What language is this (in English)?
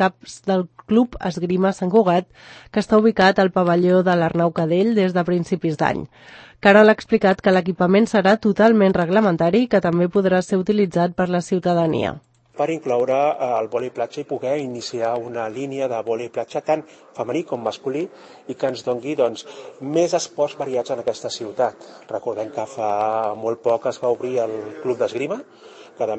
Catalan